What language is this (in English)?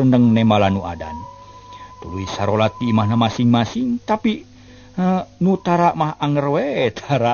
Sundanese